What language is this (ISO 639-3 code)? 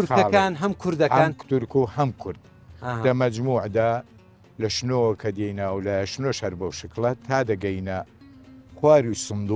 ckb